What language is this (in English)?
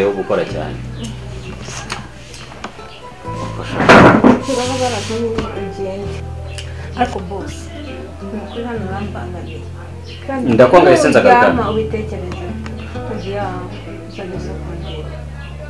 Kinyarwanda